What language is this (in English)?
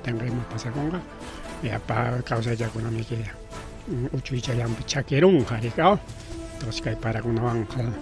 Ayacucho Quechua